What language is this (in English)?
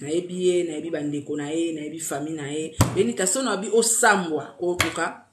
Lingala